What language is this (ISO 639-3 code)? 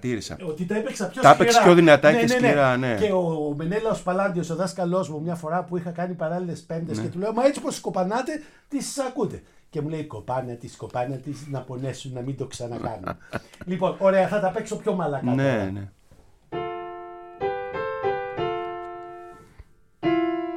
ell